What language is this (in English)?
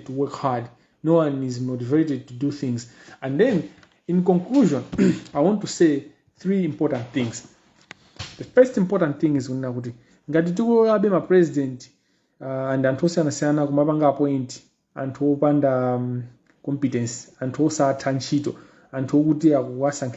Nyanja